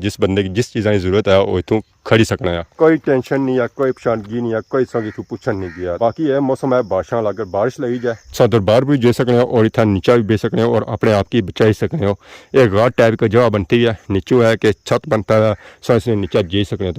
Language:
Pahari-Potwari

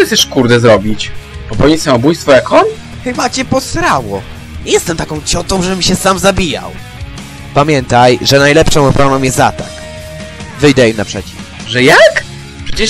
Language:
Polish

